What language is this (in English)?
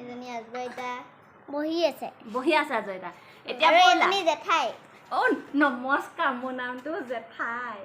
Assamese